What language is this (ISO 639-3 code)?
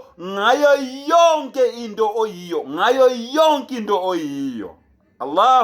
zul